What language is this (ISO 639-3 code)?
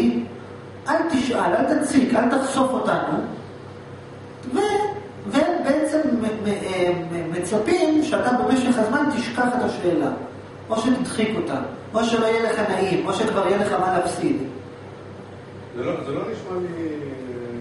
heb